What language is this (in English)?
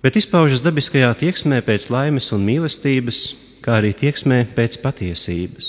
Latvian